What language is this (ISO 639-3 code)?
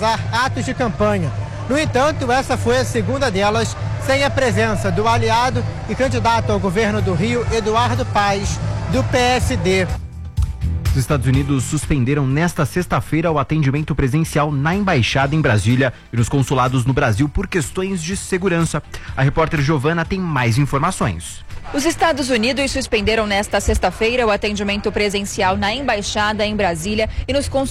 por